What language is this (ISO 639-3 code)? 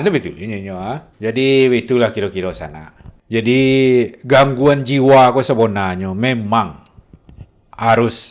min